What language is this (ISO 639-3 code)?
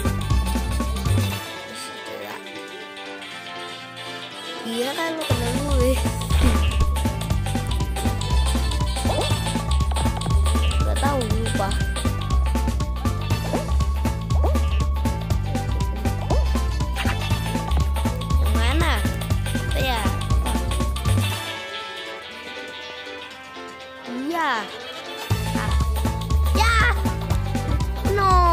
ind